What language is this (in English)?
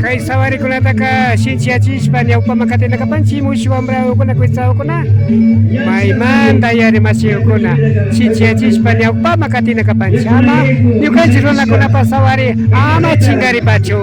Imbabura Highland Quichua